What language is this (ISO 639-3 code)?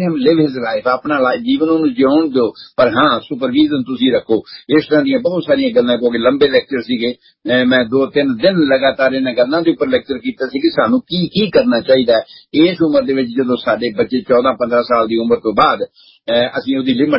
pan